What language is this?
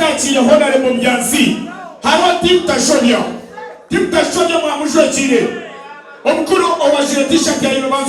Nyankole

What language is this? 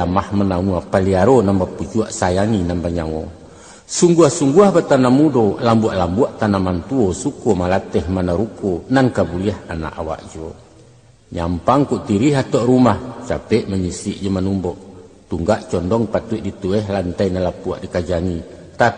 Minangkabau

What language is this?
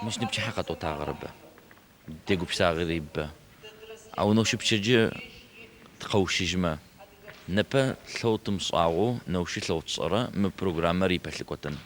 Adyghe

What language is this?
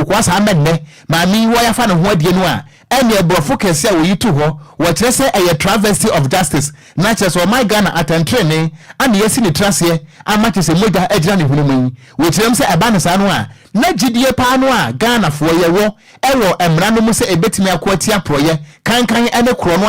Akan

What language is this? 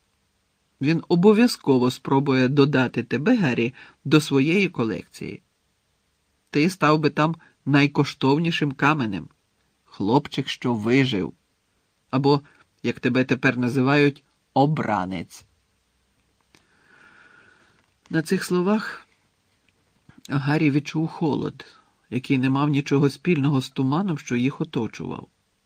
Ukrainian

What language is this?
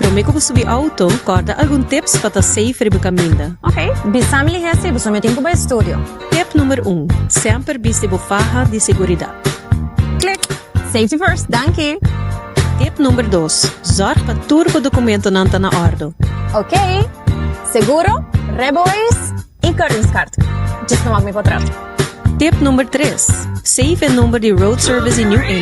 Papiamento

